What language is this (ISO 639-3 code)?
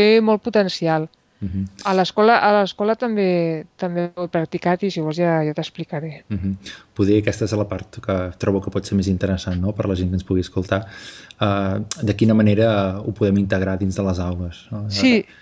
cat